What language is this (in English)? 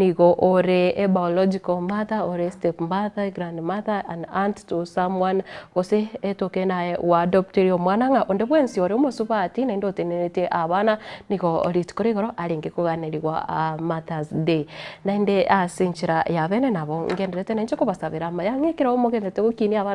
Gusii